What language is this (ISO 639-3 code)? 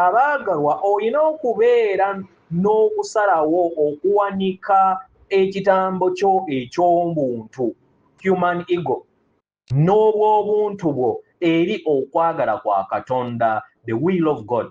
lug